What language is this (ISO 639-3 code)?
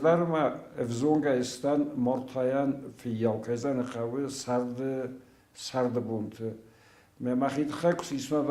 oss